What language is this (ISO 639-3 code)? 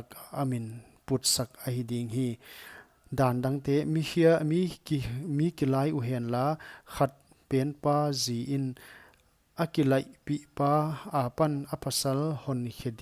pck